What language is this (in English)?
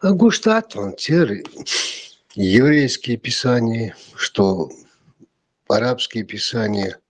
Chechen